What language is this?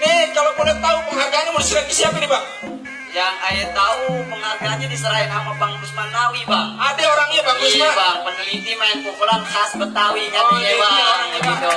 Betawi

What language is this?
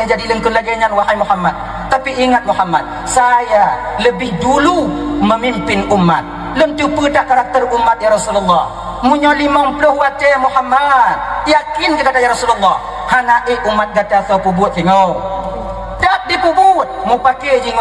Achinese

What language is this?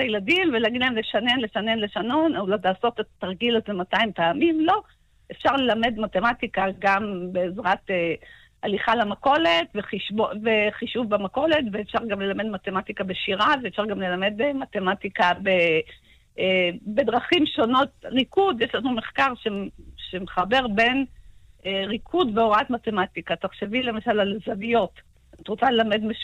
Hebrew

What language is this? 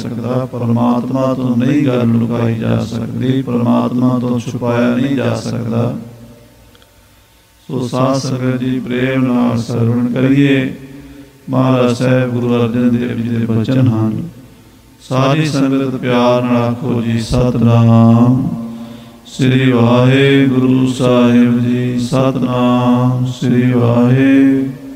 Punjabi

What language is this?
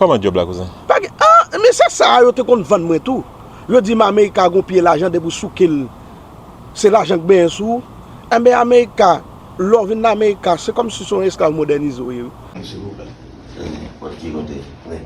Haitian Creole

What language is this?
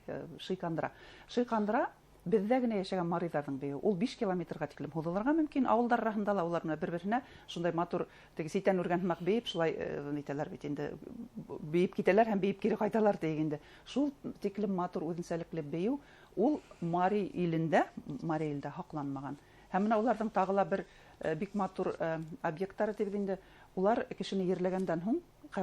Bashkir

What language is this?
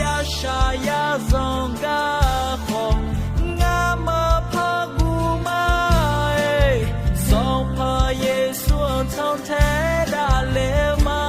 Akha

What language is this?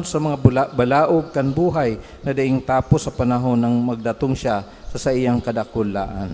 Bikol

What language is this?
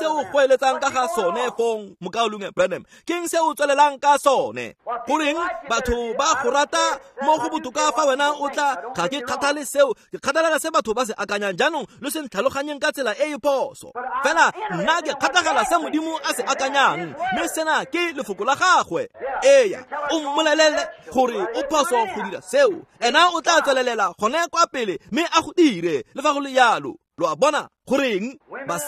Tswana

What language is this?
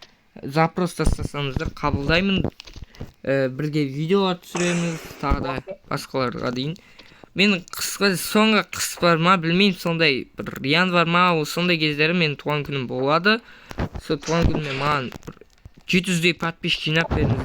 Kazakh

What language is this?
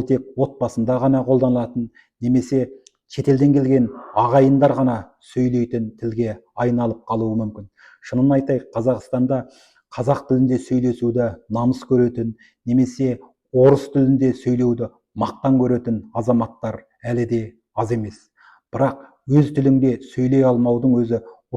Kazakh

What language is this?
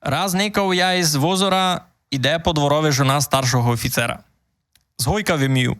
Rusyn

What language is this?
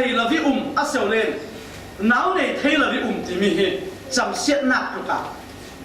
Falam Chin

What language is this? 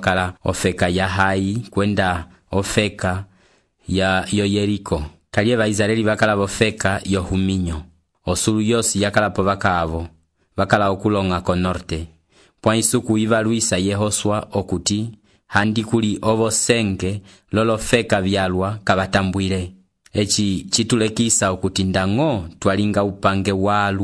Umbundu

